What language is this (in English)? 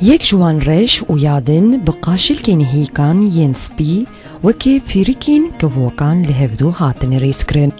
Kurdish